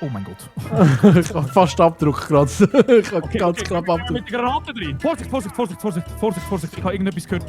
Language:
Swiss German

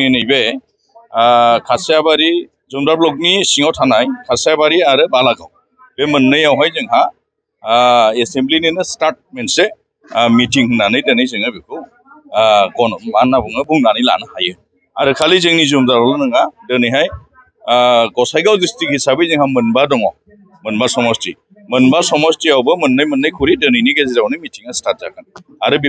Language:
Bodo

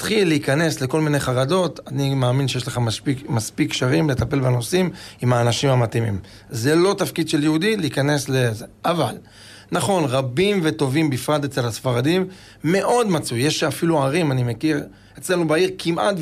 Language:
Hebrew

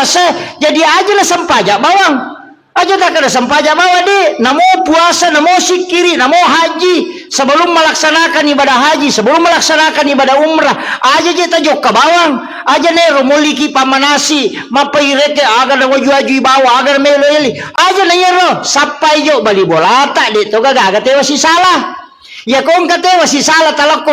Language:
Buginese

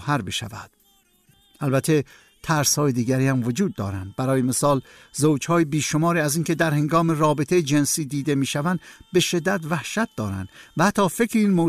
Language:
Persian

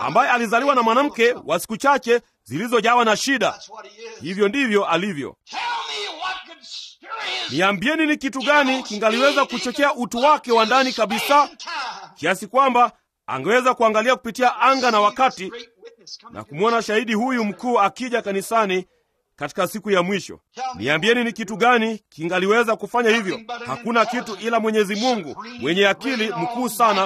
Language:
Swahili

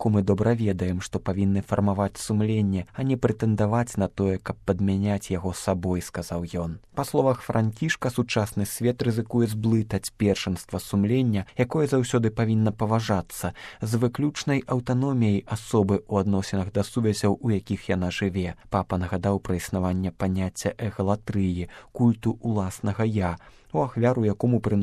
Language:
Belarusian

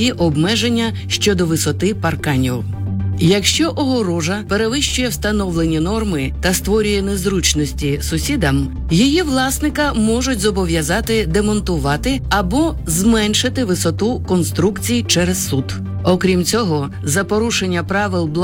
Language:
Ukrainian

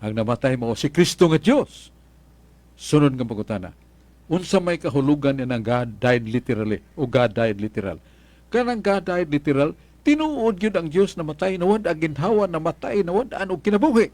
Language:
Cebuano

